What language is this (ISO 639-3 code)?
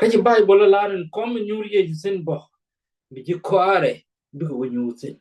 nus